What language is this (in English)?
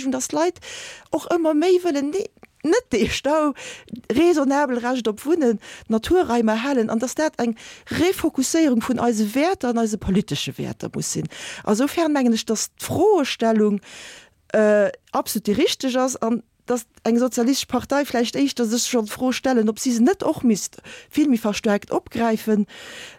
Luxembourgish